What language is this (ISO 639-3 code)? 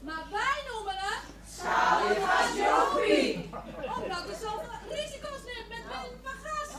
fry